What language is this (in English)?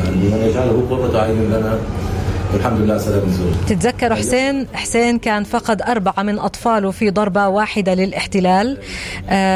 North Levantine Arabic